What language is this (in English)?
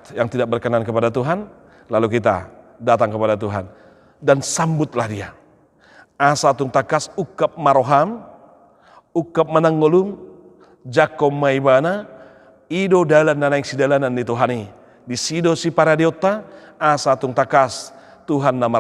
Batak Toba